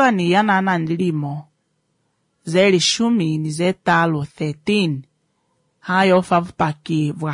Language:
Swahili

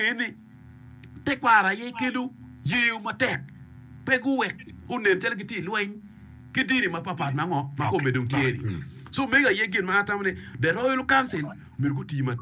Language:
Acoli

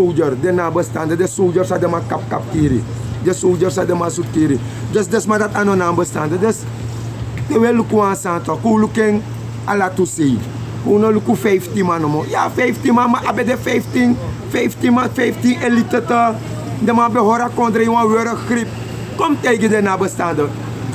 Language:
Sranan Tongo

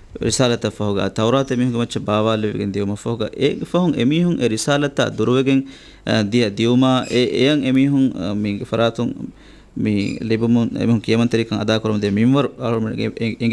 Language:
Divehi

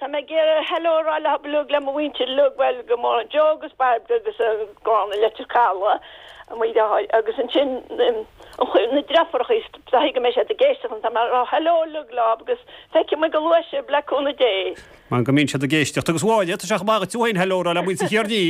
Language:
Irish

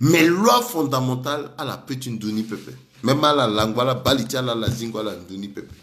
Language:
Sango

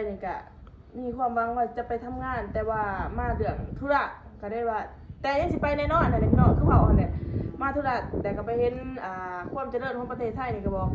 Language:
Lao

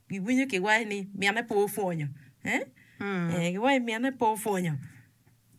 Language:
Acoli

